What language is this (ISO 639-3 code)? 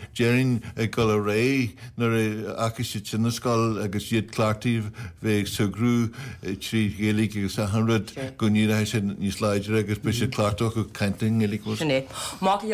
gle